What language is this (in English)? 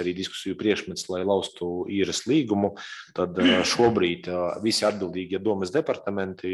Latvian